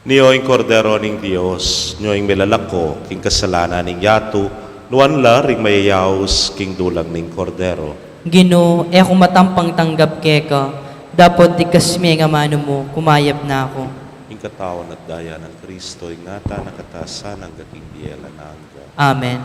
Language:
Pampanga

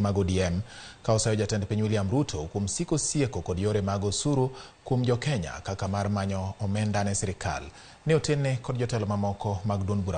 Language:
Luo (Kenya and Tanzania)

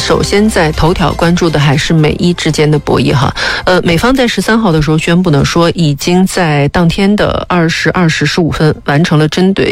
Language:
Chinese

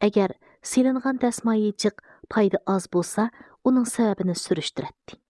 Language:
Uyghur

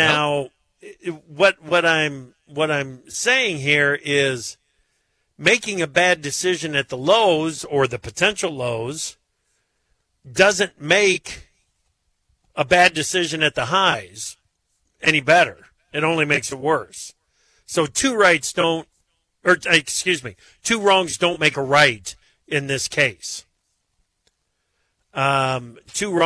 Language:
English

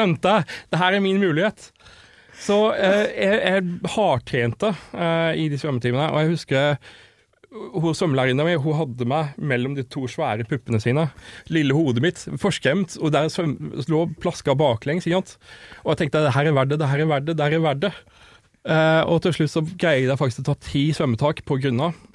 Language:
Norwegian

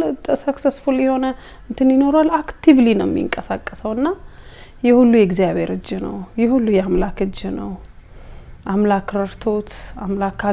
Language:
Amharic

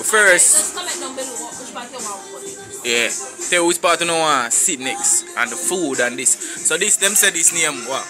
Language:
Jamaican Creole English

